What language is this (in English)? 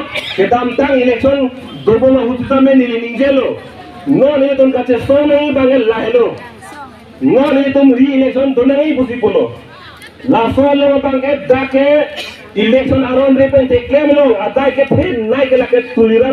Karbi